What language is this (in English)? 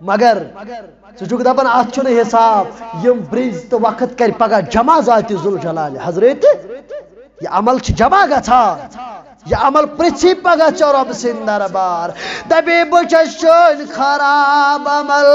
Kashmiri